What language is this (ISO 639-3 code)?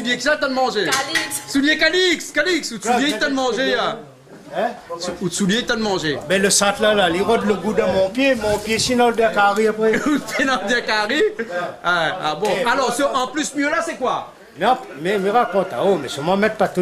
rcf